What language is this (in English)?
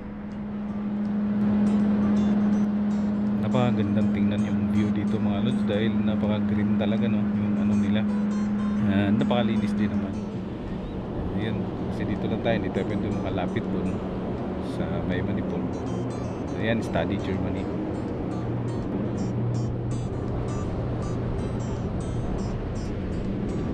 Filipino